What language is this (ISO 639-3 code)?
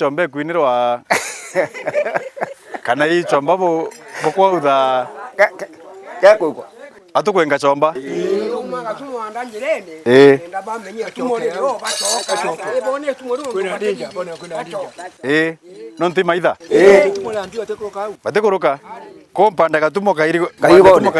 mer